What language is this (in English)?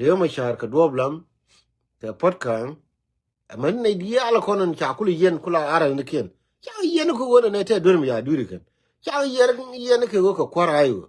Nuer